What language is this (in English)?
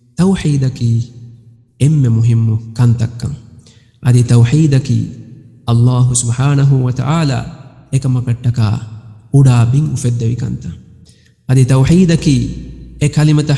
Divehi